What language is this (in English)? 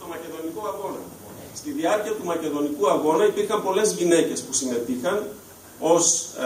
Greek